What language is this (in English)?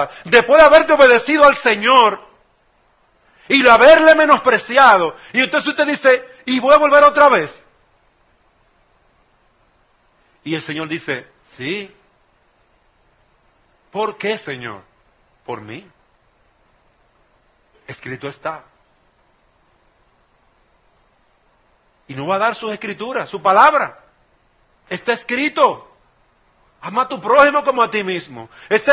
Spanish